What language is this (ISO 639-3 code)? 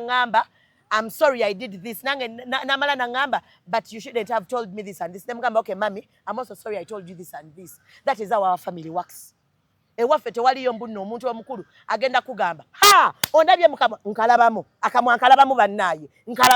lug